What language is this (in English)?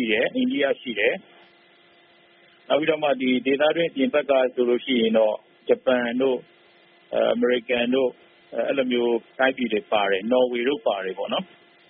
Burmese